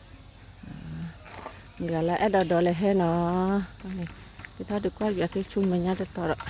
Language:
S'gaw Karen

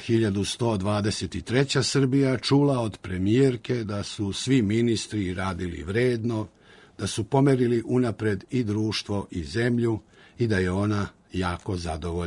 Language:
Serbian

